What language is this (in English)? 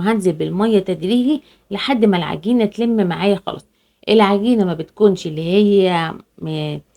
Egyptian Arabic